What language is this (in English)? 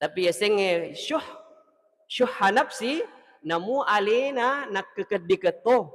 Buginese